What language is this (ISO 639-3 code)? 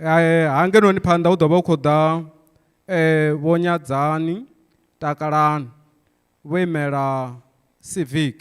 ven